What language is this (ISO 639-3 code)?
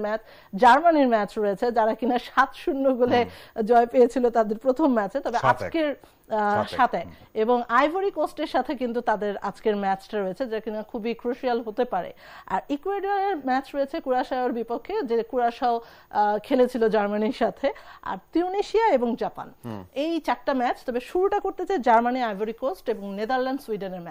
ben